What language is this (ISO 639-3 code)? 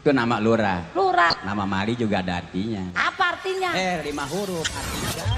bew